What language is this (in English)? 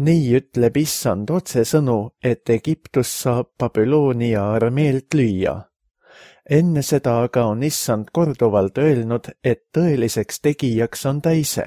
Estonian